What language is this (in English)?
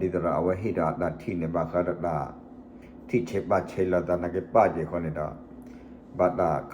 S'gaw Karen